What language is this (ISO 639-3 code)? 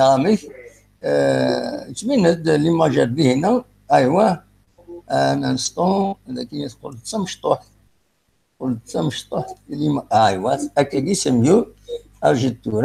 kab